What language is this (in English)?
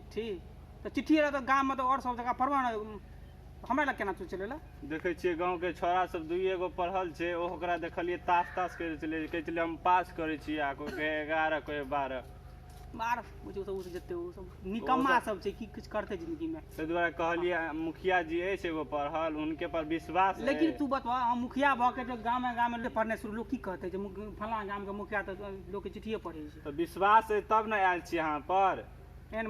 Maithili